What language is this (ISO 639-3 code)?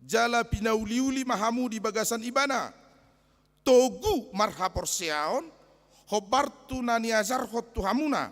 bbc